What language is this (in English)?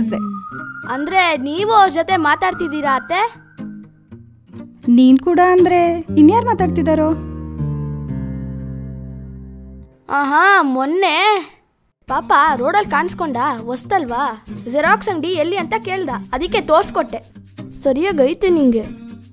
Kannada